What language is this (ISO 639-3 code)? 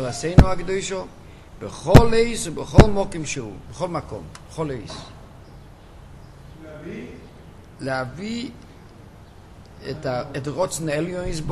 heb